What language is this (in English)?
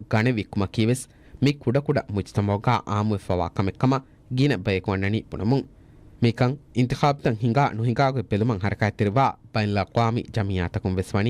Divehi